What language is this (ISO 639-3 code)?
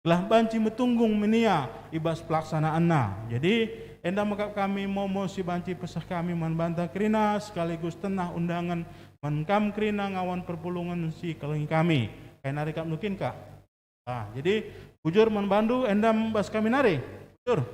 btx